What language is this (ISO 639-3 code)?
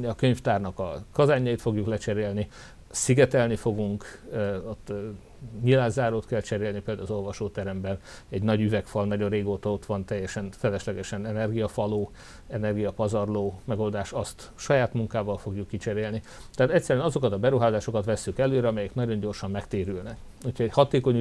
hun